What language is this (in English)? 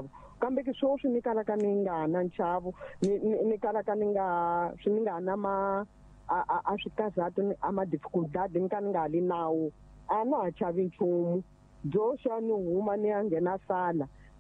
Tsonga